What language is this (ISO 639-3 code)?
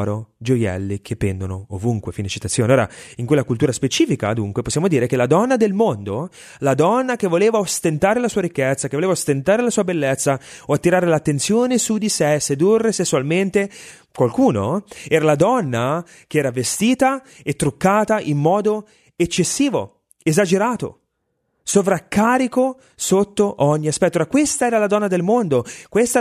ita